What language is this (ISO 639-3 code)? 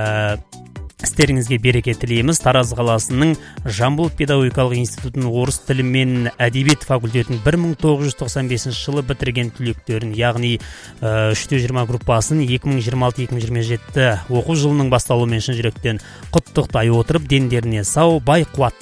kaz